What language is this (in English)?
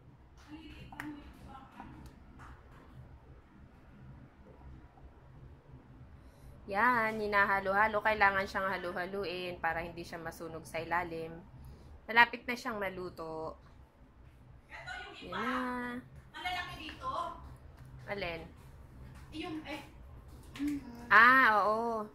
Filipino